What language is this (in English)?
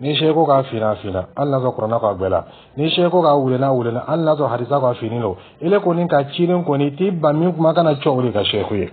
Dyula